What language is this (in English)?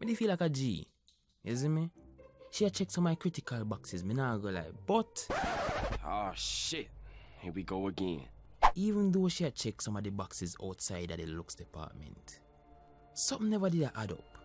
Jamaican Creole English